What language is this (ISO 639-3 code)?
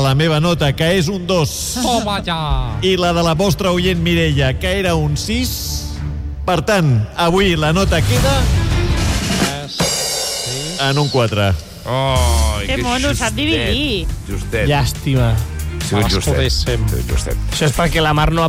cat